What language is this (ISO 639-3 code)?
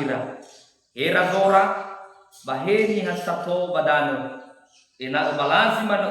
nia